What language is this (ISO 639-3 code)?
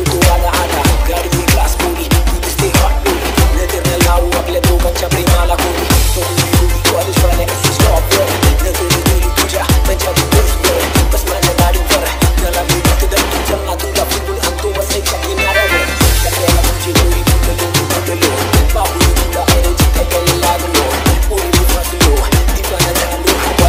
mar